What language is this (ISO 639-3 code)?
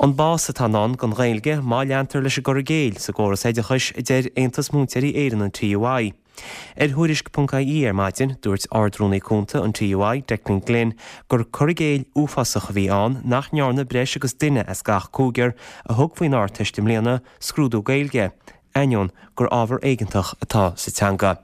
gle